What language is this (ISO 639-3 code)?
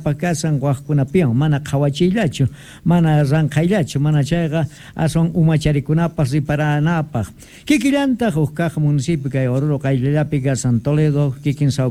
quh